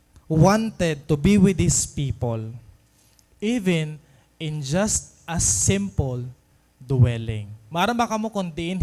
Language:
Waray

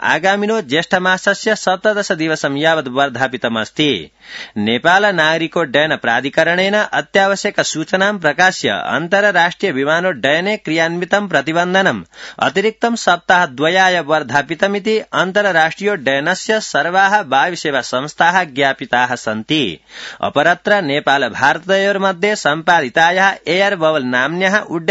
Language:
Sanskrit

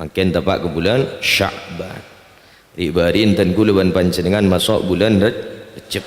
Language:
Madurese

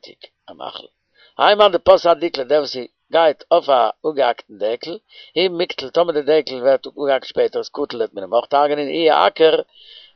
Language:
Yiddish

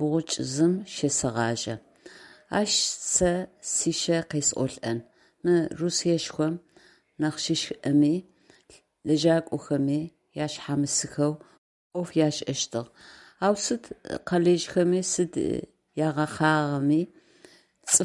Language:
Adyghe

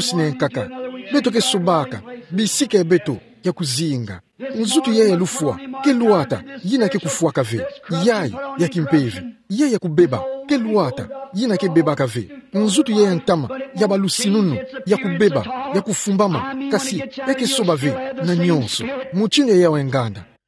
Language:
Kituba (Democratic Republic of Congo)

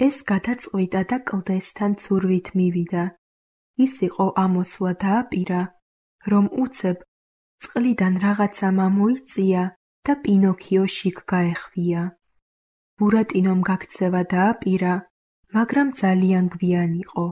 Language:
Georgian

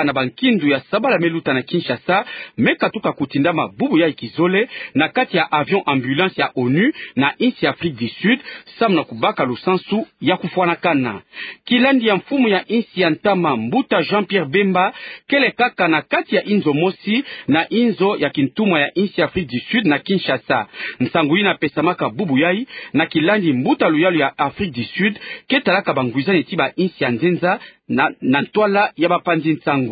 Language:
Kituba (Democratic Republic of Congo)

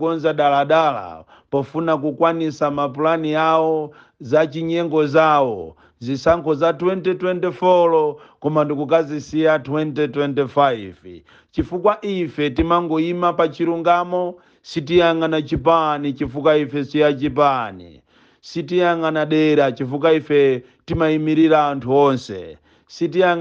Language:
Nyanja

